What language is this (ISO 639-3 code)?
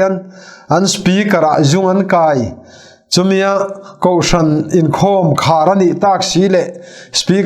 lus